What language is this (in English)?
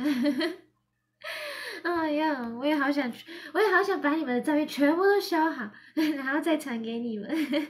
Chinese